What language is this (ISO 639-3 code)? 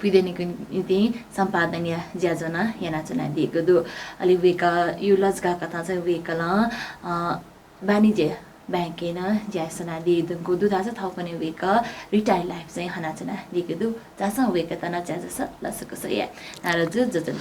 new